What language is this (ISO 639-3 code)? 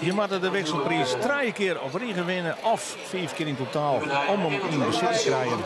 fry